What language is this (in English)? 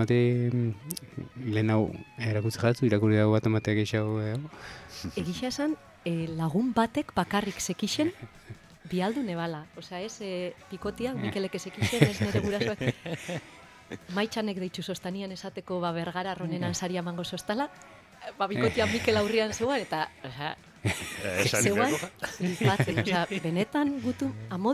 Basque